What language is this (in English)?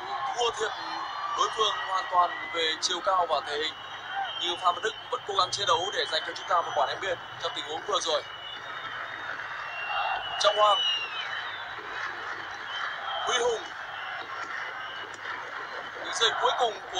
Vietnamese